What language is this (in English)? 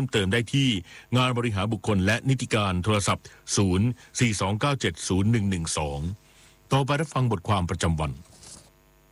Thai